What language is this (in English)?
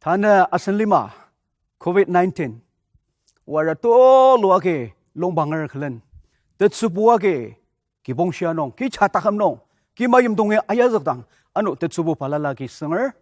Ao Naga